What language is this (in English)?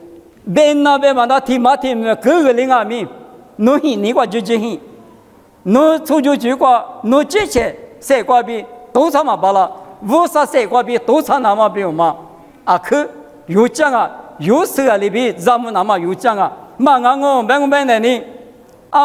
Lisu